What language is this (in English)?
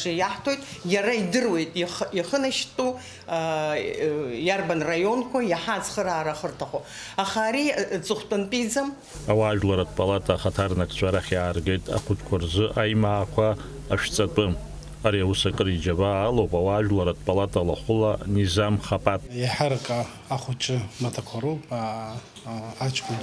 Abkhazian